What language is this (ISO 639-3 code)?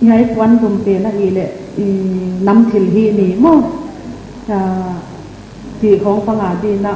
pck